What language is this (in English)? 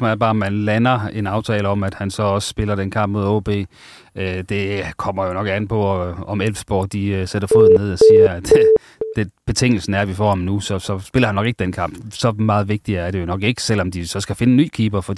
Danish